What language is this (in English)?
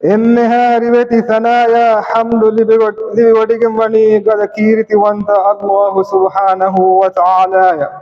Divehi